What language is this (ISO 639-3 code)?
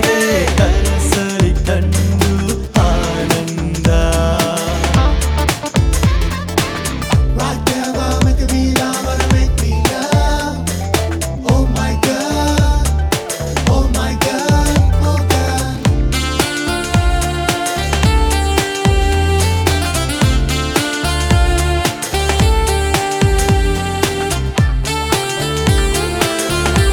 kan